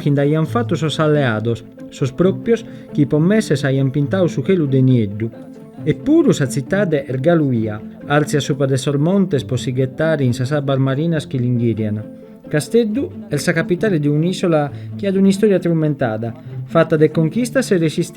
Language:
Sardinian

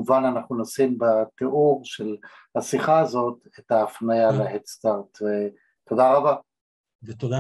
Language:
Hebrew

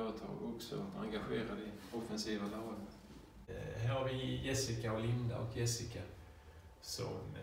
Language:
Swedish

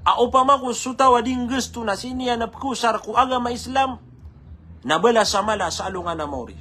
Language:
Maranao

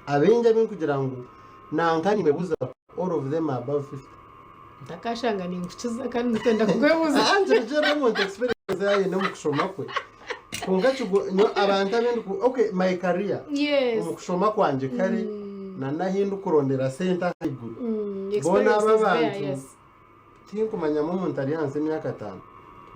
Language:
Nyankole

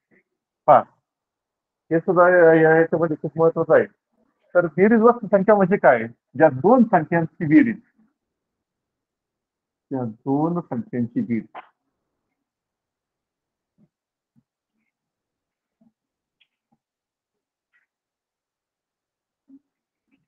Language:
Marathi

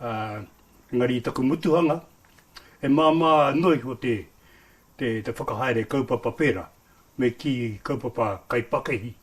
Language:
Māori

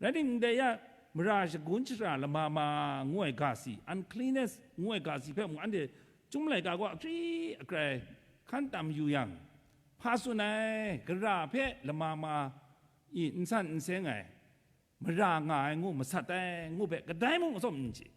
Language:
Kachin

